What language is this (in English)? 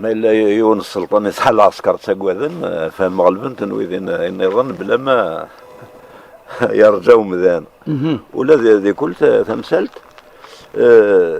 Kabyle